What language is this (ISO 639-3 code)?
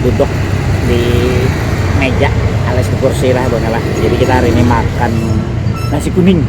bjn